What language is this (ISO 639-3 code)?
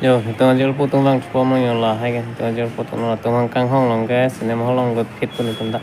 mjw